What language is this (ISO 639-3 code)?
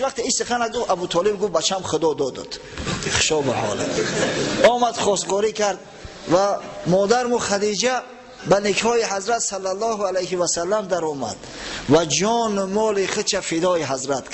tgk